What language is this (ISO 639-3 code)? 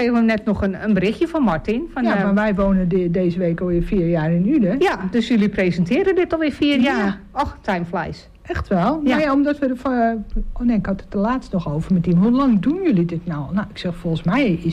nld